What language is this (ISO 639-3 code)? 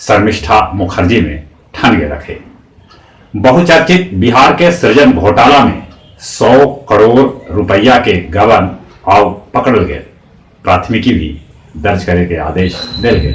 mag